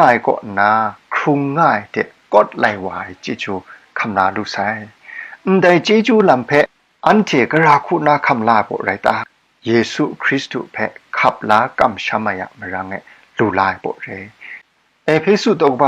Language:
Kachin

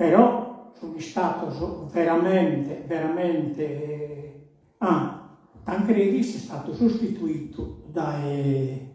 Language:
Sardinian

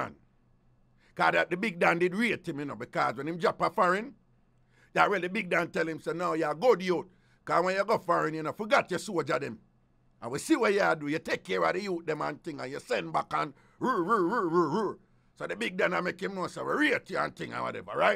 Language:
Jamaican Creole English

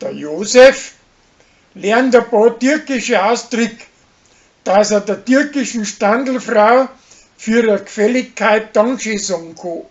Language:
Bavarian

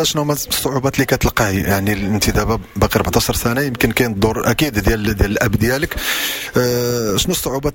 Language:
Moroccan Arabic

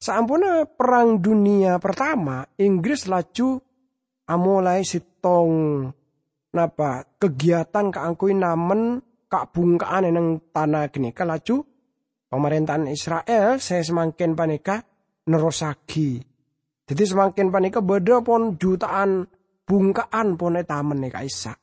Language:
Madurese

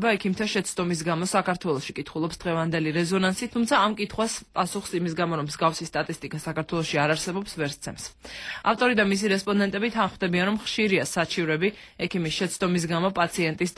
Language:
Georgian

